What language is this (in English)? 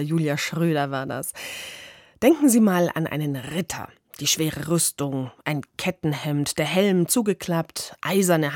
German